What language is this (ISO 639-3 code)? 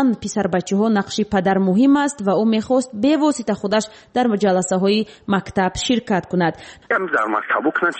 fas